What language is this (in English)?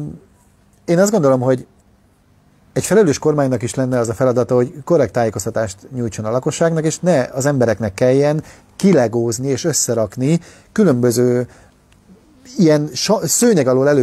Hungarian